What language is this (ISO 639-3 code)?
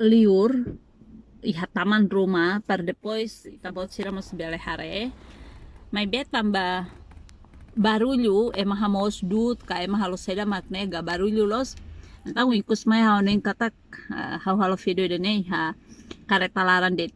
tet